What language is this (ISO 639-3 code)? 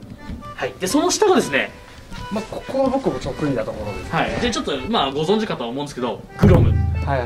jpn